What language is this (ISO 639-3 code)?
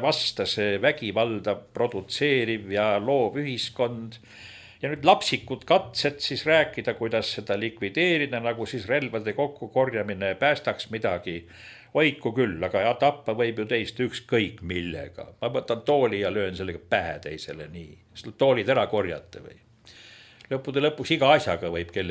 est